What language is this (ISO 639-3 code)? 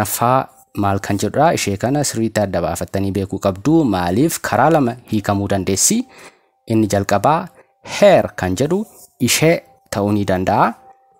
orm